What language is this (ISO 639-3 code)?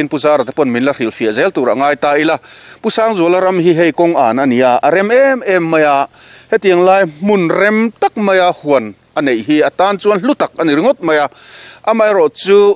lus